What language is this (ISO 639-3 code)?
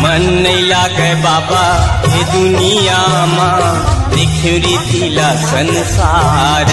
hne